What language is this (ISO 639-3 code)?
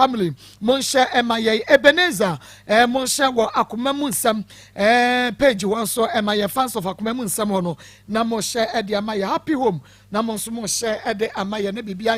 aka